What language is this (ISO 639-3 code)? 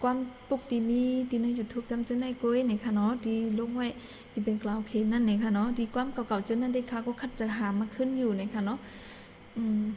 shn